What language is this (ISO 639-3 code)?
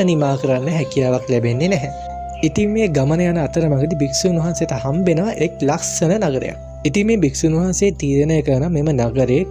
sin